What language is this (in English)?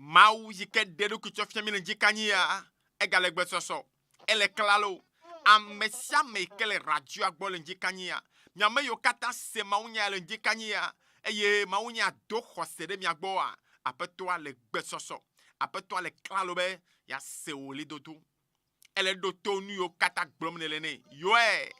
Ewe